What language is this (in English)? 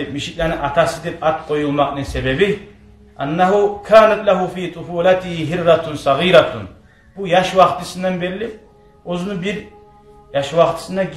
Kumyk